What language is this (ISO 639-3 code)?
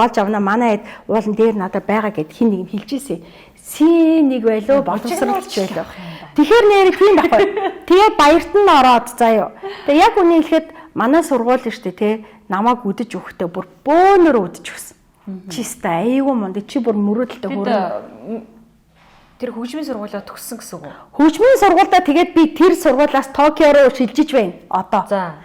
mon